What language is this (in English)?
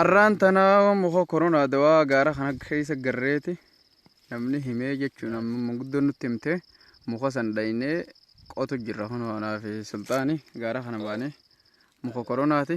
Oromo